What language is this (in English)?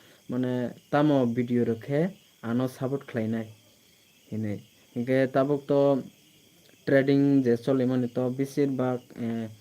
Kok Borok